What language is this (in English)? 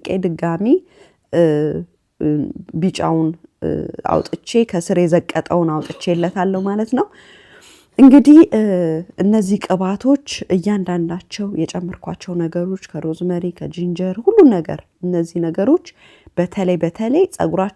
Amharic